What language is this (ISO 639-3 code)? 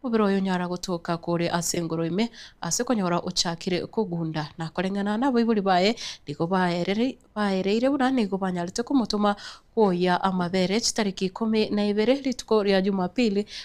guz